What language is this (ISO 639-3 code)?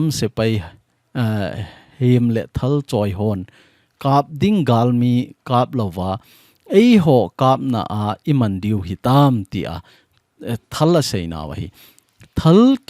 tcz